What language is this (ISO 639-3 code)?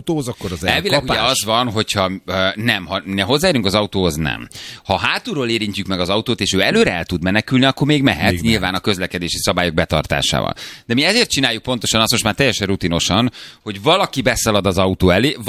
hun